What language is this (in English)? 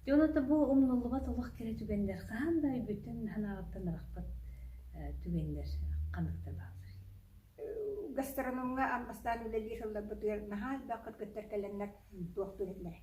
Yakut